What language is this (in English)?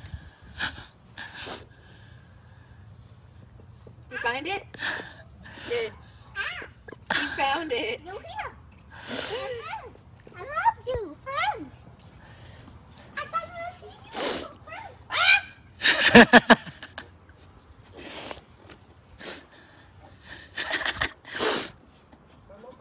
Vietnamese